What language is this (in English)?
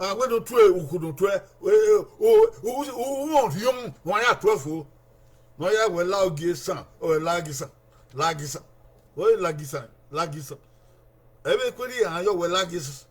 Bini